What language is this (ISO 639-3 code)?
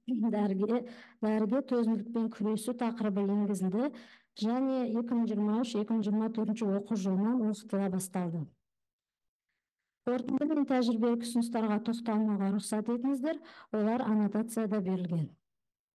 kaz